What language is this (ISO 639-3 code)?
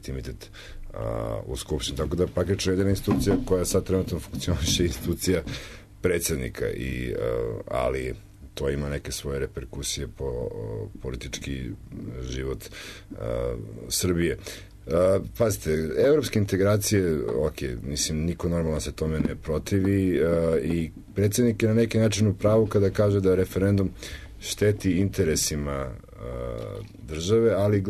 srp